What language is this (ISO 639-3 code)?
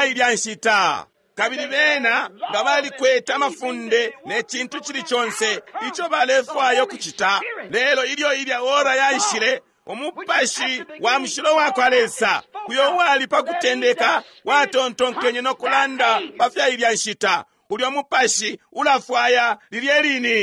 bem